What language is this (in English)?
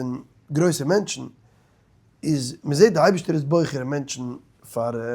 Yiddish